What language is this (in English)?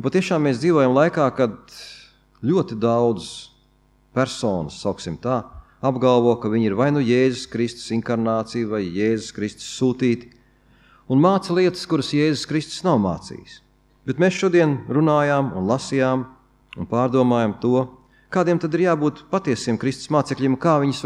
Latvian